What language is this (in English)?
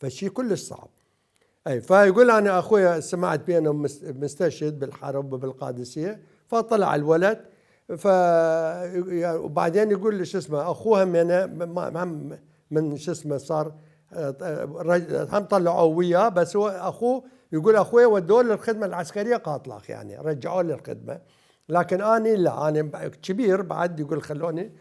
Mesopotamian Arabic